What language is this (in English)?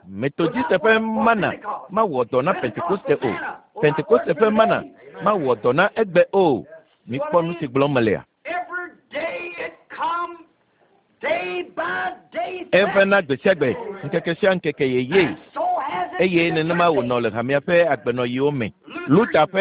Ewe